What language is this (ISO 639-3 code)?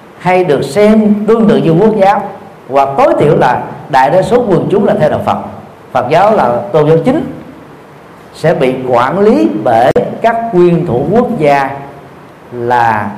vie